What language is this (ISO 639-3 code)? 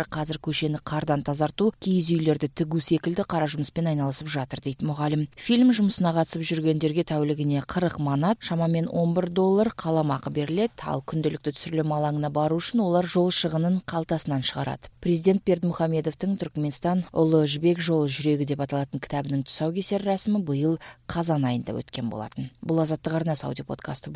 kir